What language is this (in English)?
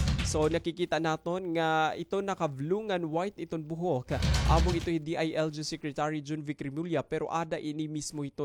Waray